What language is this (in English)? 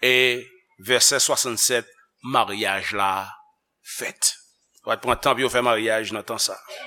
Haitian Creole